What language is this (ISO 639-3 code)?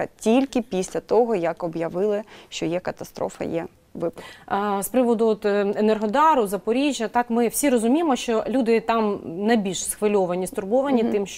ukr